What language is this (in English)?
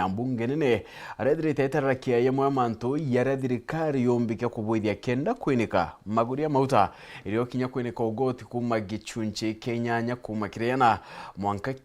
Meru